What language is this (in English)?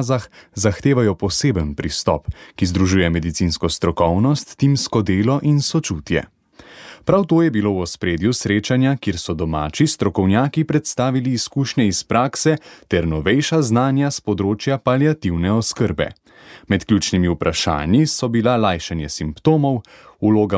Slovenian